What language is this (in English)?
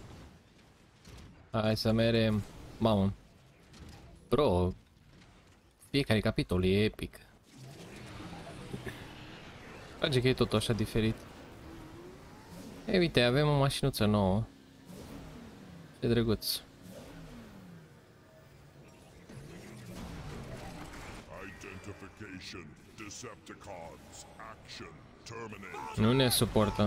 Romanian